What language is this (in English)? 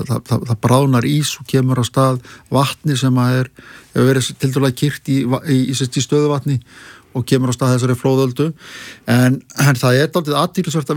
Icelandic